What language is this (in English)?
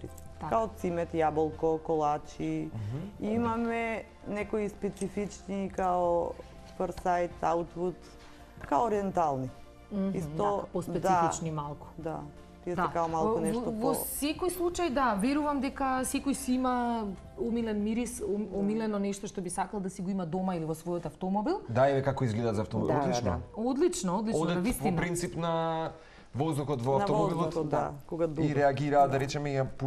Macedonian